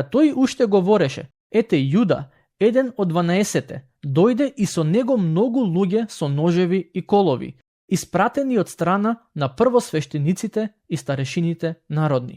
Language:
Macedonian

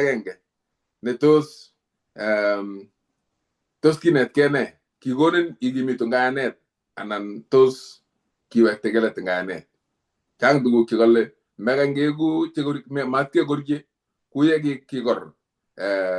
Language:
Kalenjin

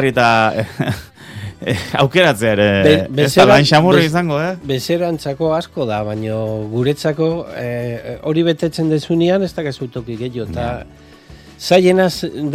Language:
Basque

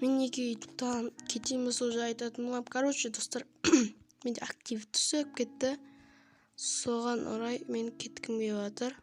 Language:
Kazakh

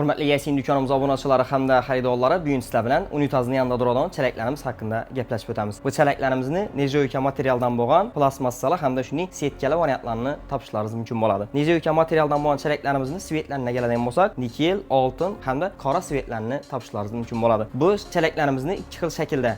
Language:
Uzbek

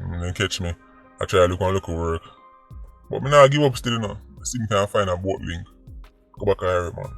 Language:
Jamaican Creole English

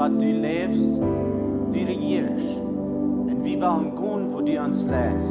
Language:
Plautdietsch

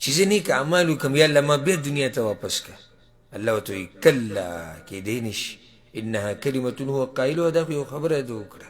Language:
Pashto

